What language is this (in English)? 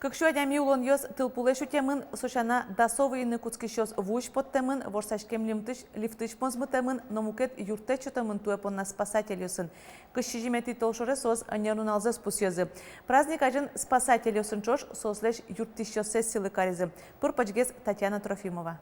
Udmurt